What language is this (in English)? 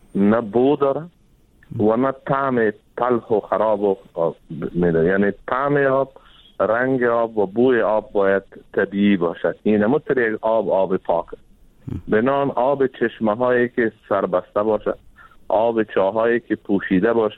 Persian